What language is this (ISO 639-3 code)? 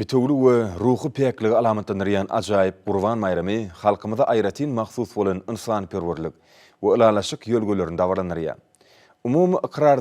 tuk